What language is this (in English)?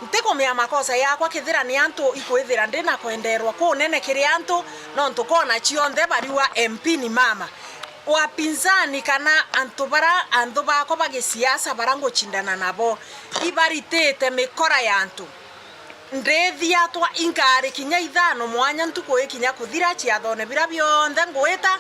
Meru